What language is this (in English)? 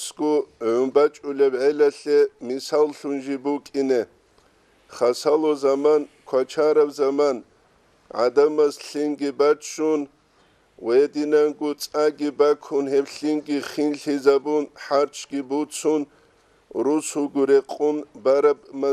Avaric